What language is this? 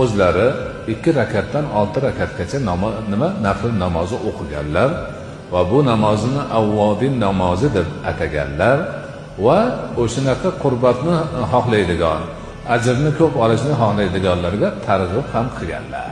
Uzbek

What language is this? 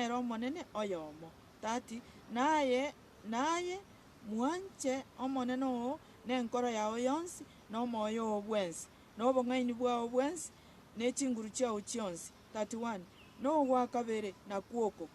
Gusii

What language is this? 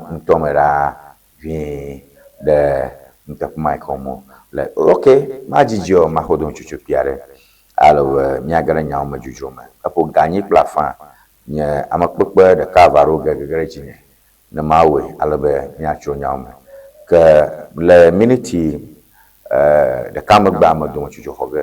Ewe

